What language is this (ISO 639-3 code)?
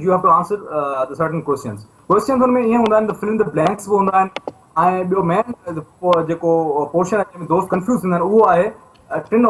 snd